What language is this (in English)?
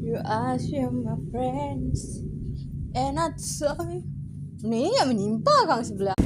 Manado Malay